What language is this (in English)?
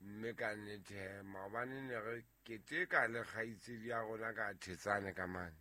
Southern Sotho